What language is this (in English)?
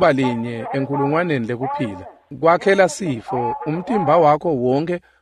Swati